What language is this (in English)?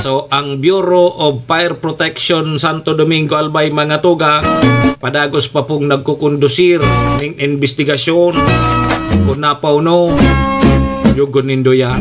Bikol